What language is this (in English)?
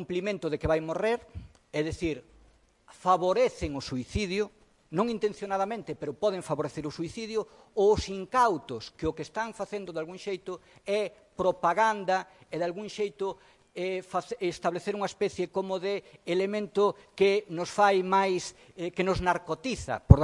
Galician